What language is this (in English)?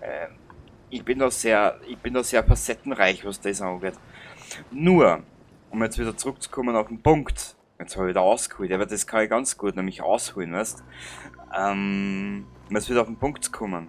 Bavarian